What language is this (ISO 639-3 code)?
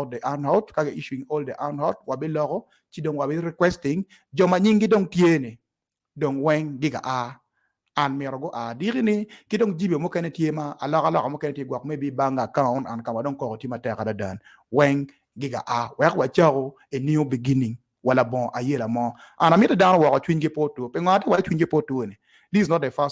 ach